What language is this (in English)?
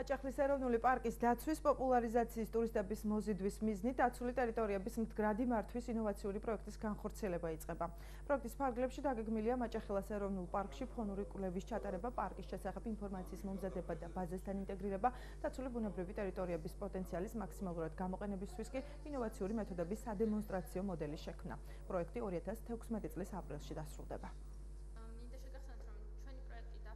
Georgian